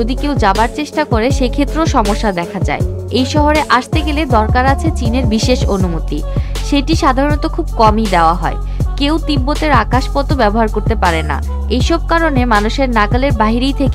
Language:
Bangla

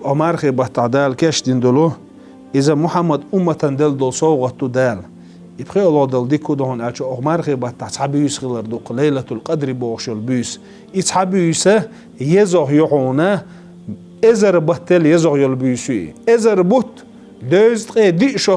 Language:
Chechen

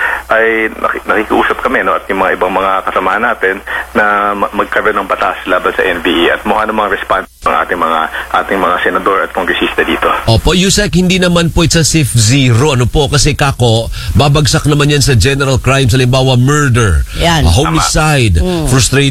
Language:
Filipino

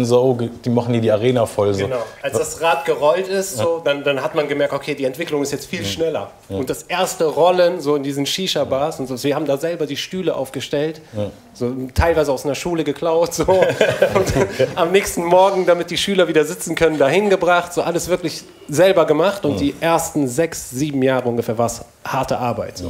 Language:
German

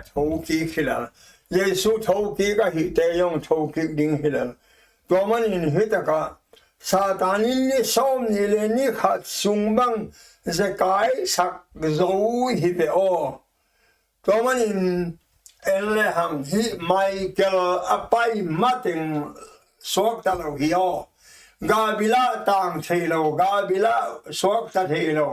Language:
Tedim Chin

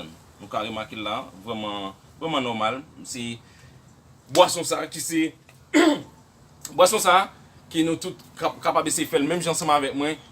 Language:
Haitian Creole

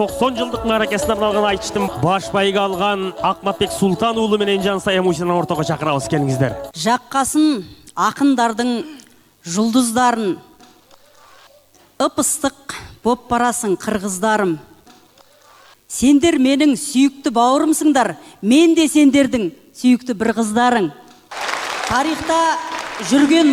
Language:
Kyrgyz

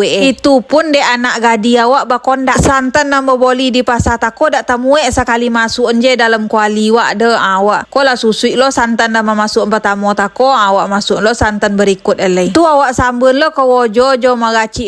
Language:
Minangkabau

